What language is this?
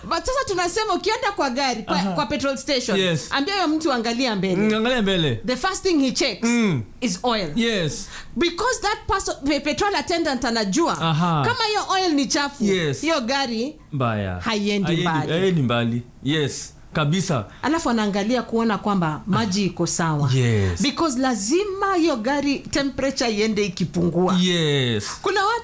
Swahili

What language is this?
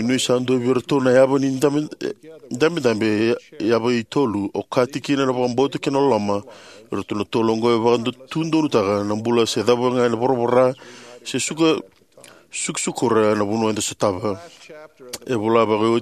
Fijian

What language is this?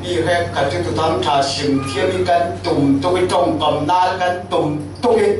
Falam Chin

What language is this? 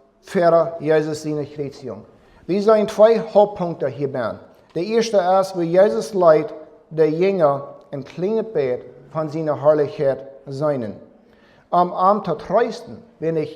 Plautdietsch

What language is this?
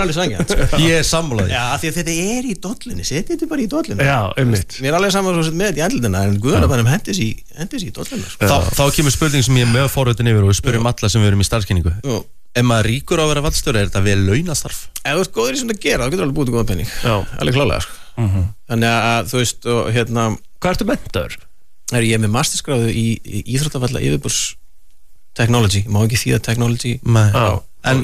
Icelandic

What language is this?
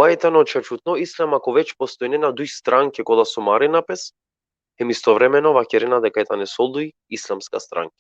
Balkan Romani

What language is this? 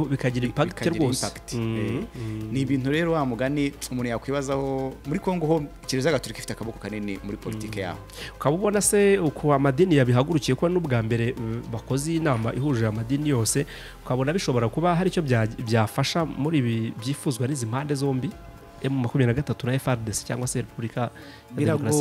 Kinyarwanda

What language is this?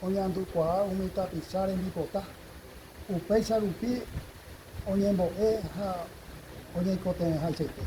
Guarani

